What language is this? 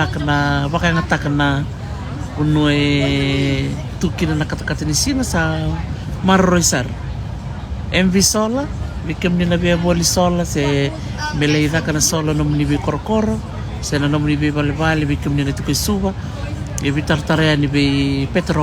Fijian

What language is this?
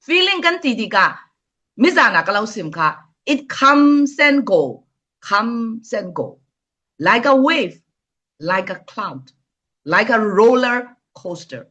Falam Chin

